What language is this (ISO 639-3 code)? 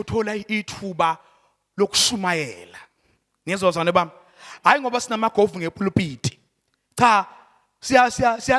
zul